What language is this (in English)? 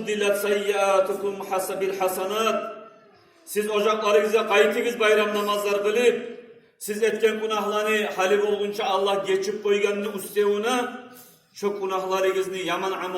Kumyk